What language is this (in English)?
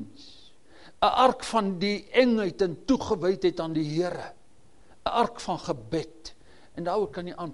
Afrikaans